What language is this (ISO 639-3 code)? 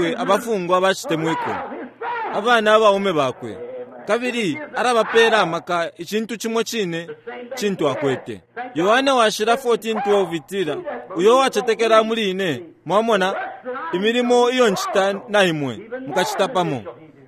bem